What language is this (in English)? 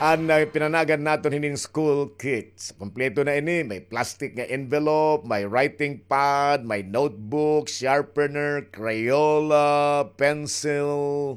Waray